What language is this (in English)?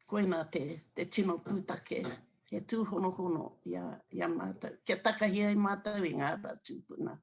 Māori